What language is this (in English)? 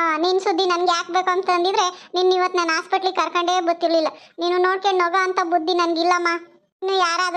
Kannada